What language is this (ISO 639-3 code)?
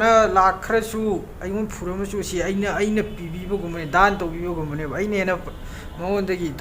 mni